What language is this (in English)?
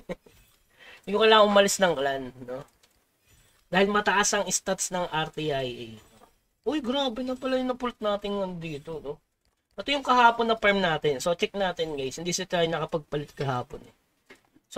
Filipino